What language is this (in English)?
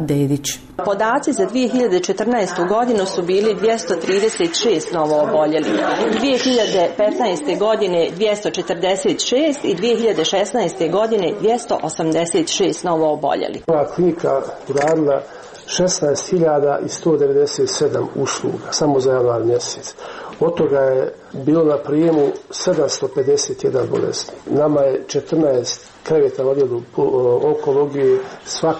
Bosnian